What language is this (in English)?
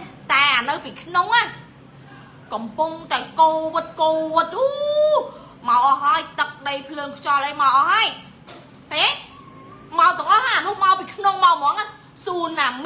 Khmer